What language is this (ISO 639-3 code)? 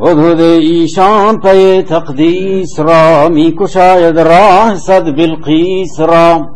bal